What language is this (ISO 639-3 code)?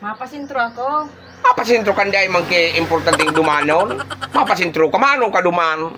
bik